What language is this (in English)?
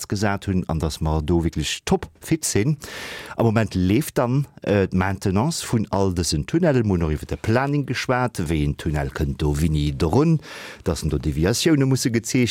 Luxembourgish